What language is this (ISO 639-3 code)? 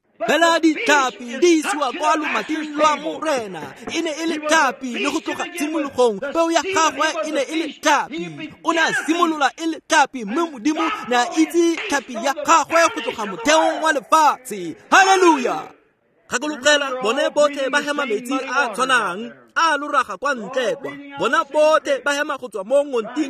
tsn